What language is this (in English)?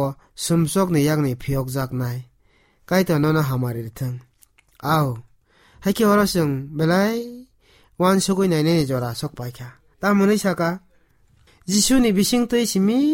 Kok Borok